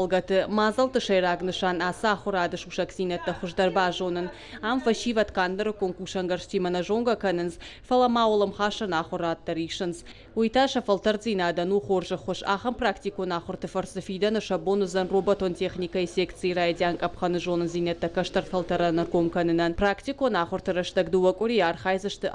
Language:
Ossetic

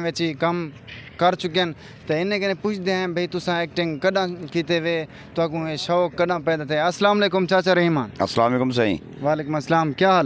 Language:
Saraiki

